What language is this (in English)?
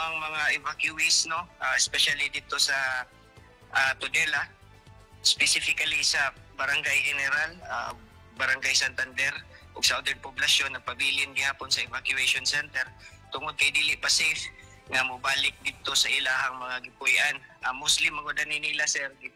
Cebuano